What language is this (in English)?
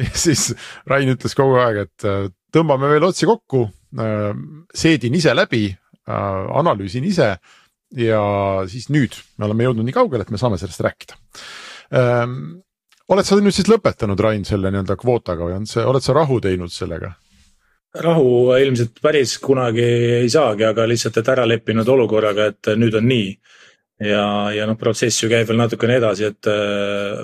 Estonian